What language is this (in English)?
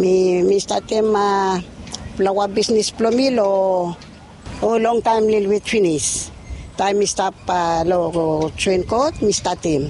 Bislama